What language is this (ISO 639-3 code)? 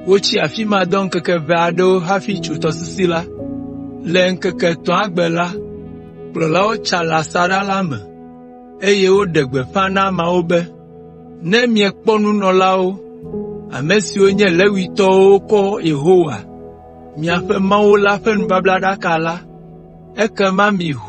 ewe